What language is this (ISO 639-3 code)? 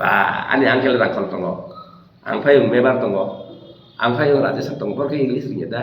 trp